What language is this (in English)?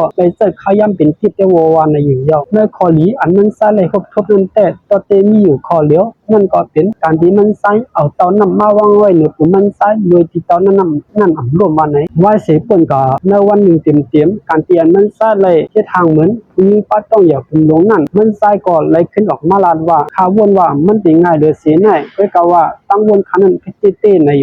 Shan